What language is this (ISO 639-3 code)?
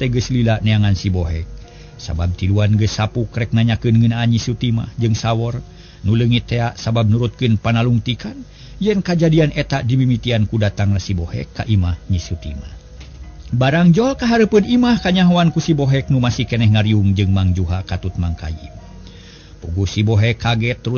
sun